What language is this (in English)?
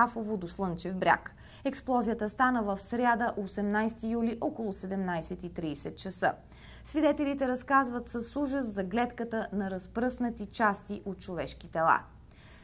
Bulgarian